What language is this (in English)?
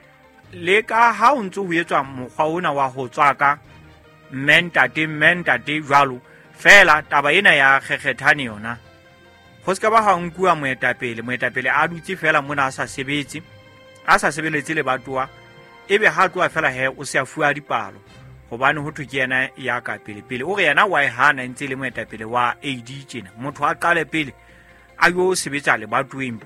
Southern Sotho